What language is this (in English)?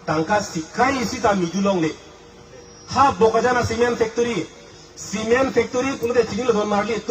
Karbi